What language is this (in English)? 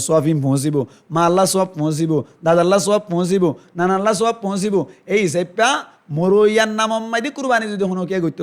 Rohingya